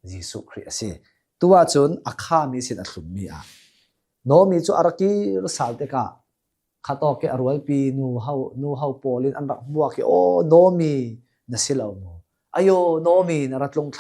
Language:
Hakha Chin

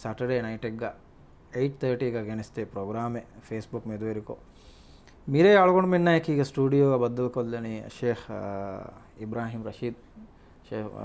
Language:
Divehi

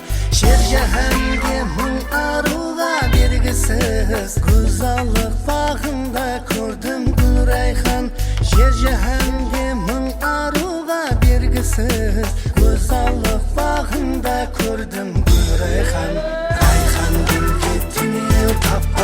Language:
Kara-Kalpak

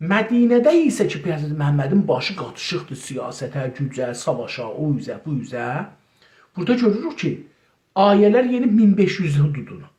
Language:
South Azerbaijani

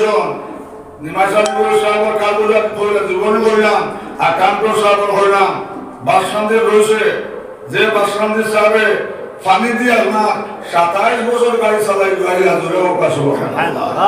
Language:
Sylheti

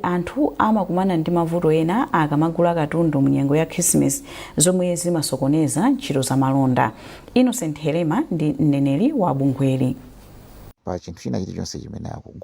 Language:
Nyanja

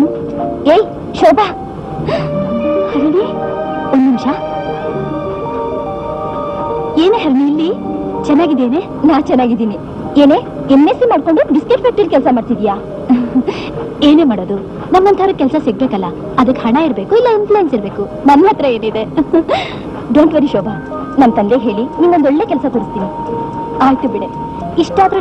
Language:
Kannada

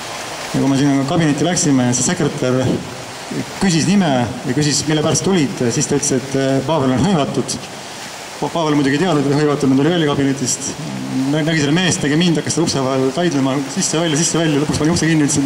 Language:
Estonian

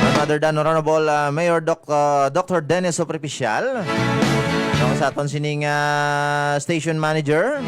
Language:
Hiligaynon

